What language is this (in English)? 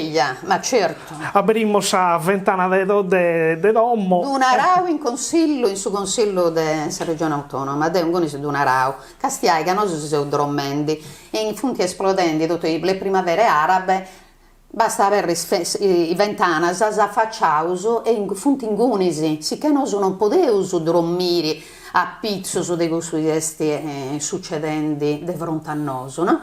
Sardinian